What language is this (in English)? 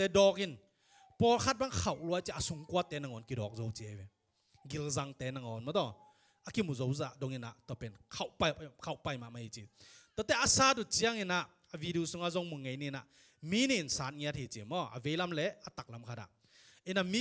Tedim Chin